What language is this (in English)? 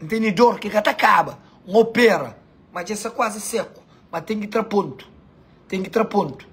Kabuverdianu